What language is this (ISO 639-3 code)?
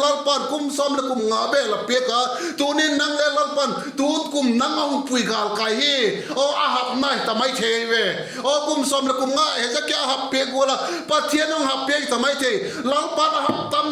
vap